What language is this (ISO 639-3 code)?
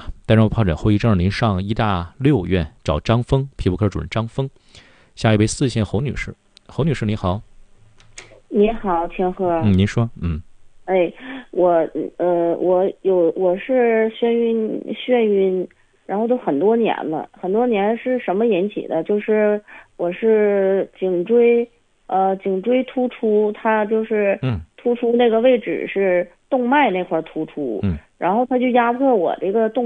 zho